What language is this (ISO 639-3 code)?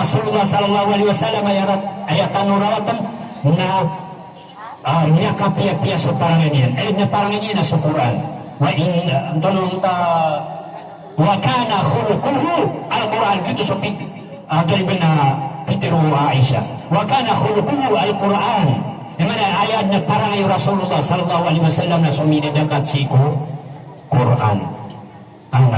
mrw